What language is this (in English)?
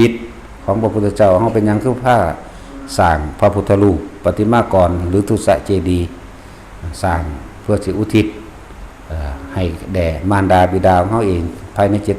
Northeastern Thai